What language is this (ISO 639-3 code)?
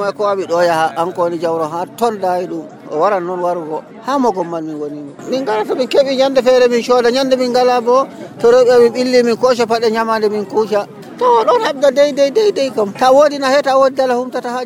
fuv